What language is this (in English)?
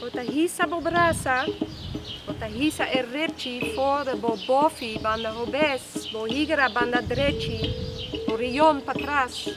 Papiamento